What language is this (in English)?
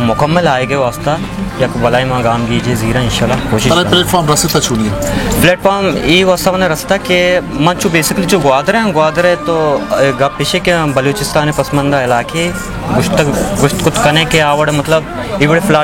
Baluchi